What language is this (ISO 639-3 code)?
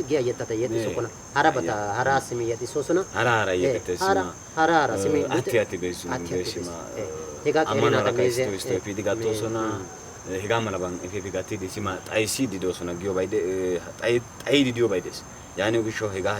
wal